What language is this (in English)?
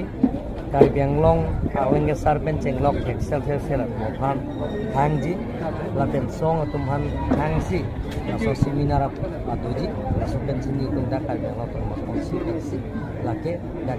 Karbi